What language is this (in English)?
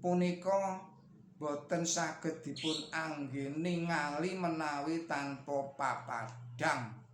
Javanese